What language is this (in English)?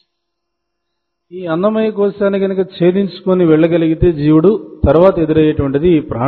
Telugu